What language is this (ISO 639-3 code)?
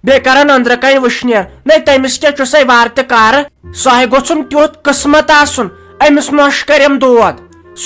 kas